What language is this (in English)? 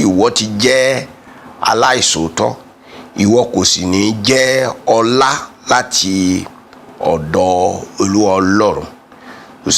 Yoruba